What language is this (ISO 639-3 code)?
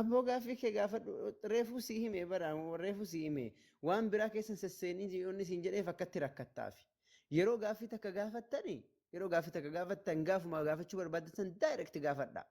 orm